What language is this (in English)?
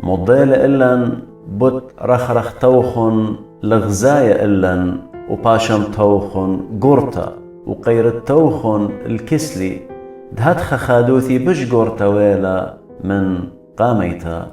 Assyrian Neo-Aramaic